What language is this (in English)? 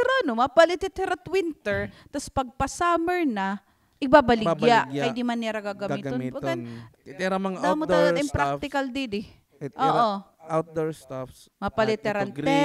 Waray